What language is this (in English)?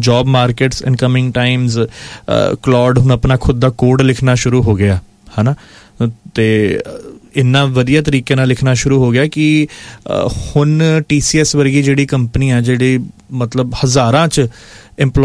Punjabi